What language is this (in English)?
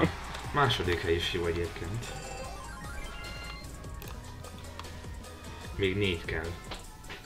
Hungarian